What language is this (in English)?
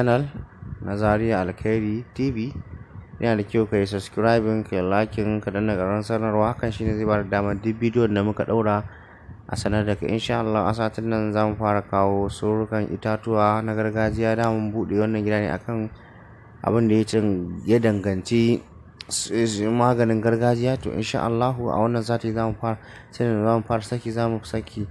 Hausa